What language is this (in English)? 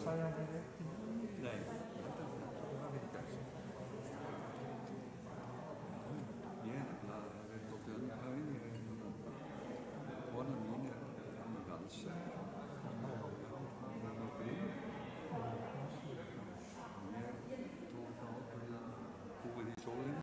Icelandic